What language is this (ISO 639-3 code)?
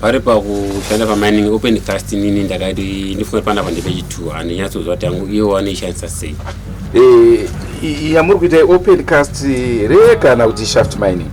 sna